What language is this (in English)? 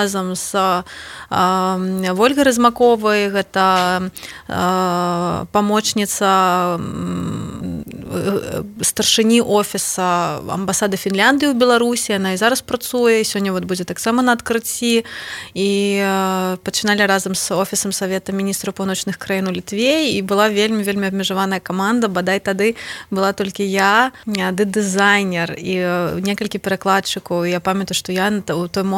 Belarusian